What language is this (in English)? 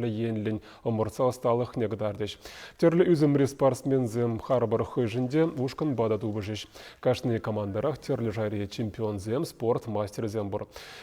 Chuvash